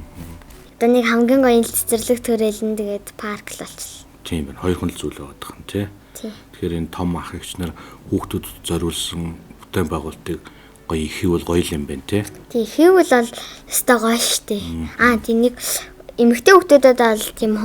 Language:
Mongolian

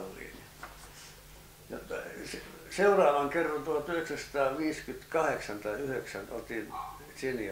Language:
Finnish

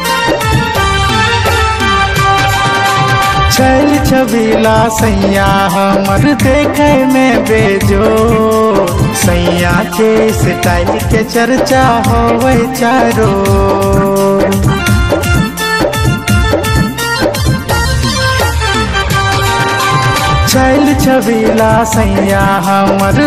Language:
Bhojpuri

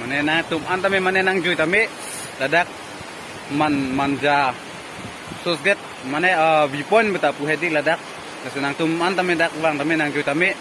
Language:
Karbi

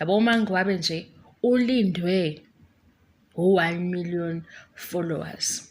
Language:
Zulu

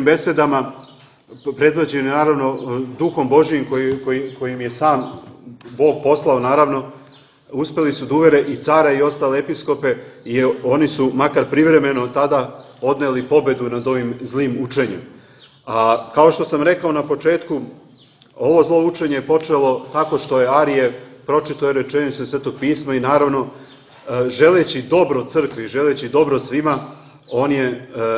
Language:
Serbian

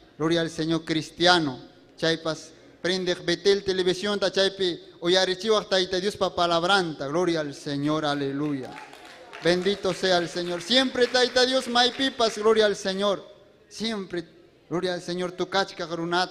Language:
Ayacucho Quechua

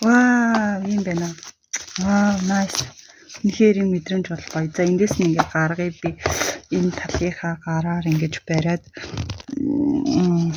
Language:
Mongolian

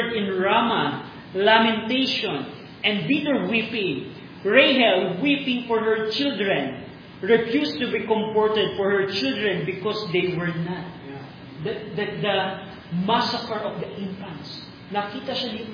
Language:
Filipino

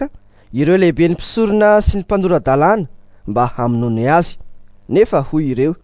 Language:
Malagasy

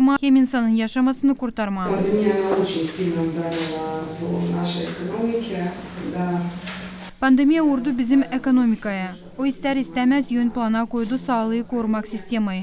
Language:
Gagauz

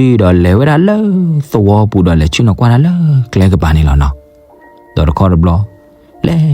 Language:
S'gaw Karen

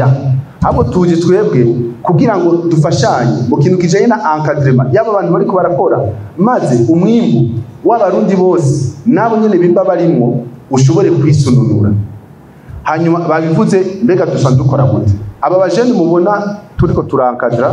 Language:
Rundi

